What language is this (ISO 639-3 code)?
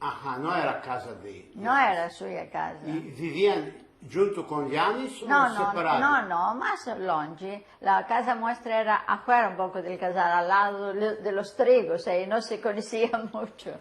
lad